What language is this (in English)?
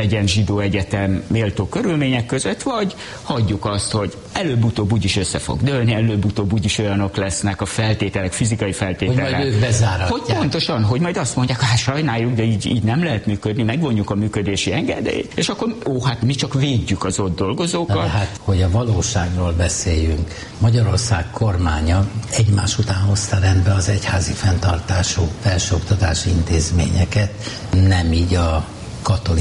Hungarian